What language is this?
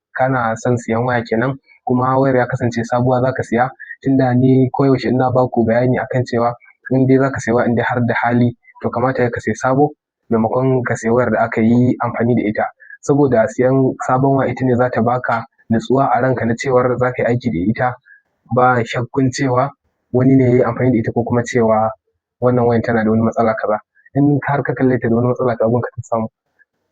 Hausa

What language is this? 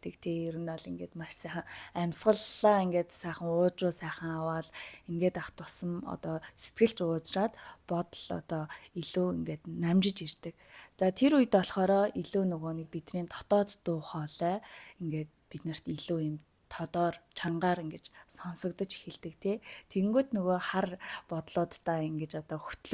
Mongolian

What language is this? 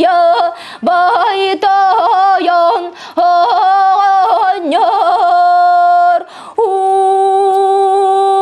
Yakut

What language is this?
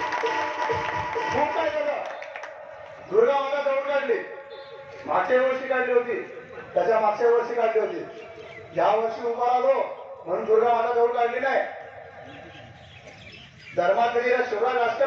Marathi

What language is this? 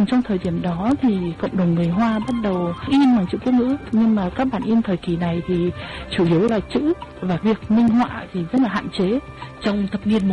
Vietnamese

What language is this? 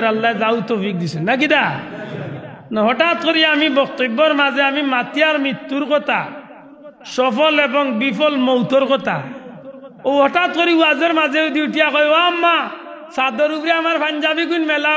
Sylheti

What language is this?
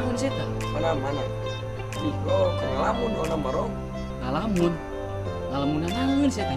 Sundanese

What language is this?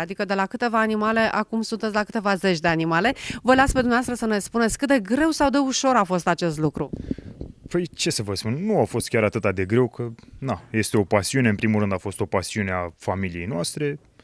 Romanian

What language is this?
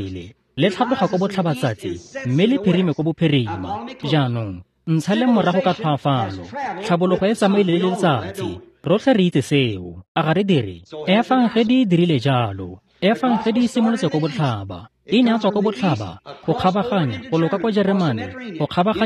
Tswana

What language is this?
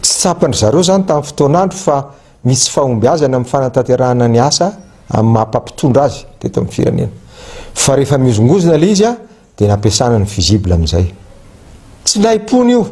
Malagasy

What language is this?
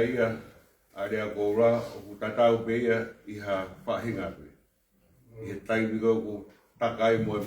Tongan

